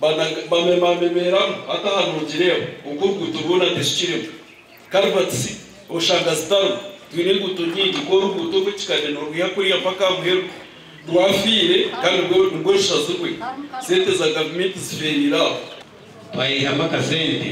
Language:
Nyankole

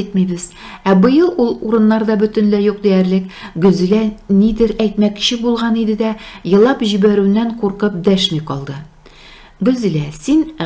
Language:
Tatar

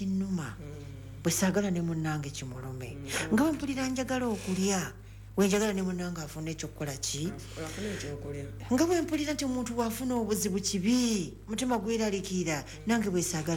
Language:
Ganda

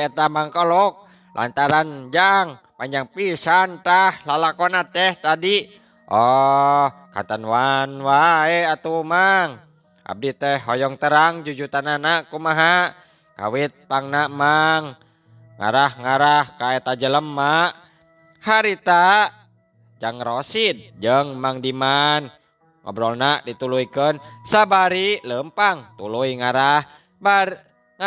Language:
Sundanese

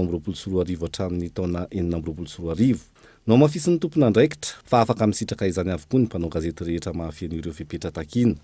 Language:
Malagasy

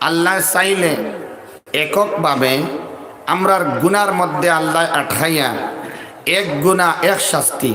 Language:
Sylheti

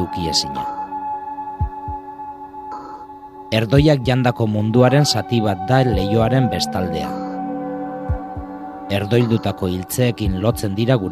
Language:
Basque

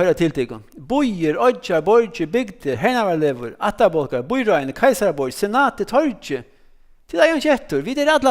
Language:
Faroese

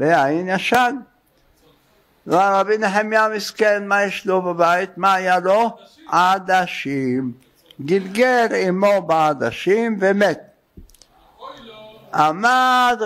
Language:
Hebrew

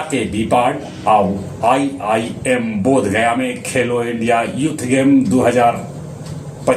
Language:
Magahi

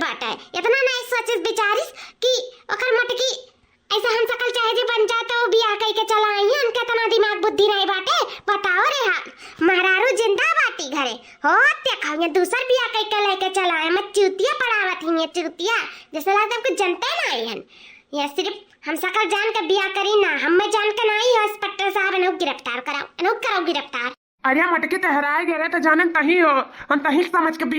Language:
Awadhi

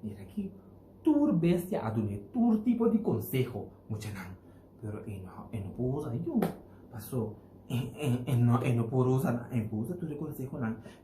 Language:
Papiamento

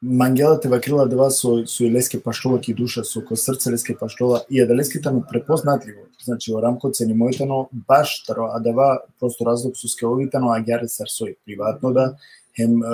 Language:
Balkan Romani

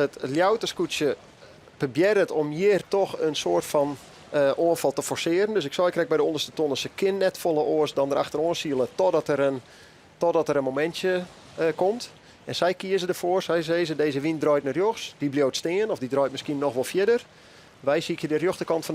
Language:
Western Frisian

